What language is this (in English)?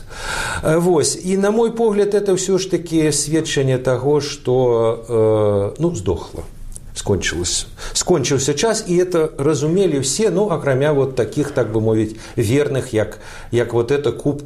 Belarusian